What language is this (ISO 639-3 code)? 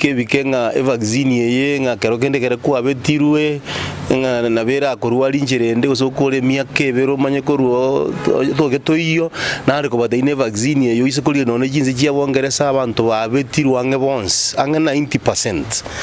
guz